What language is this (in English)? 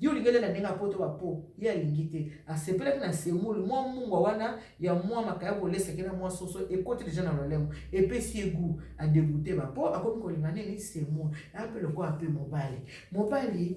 Lingala